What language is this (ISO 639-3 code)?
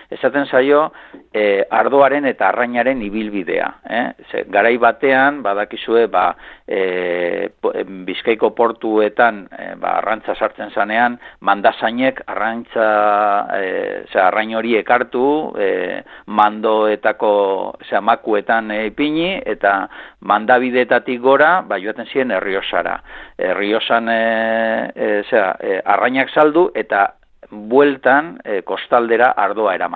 eus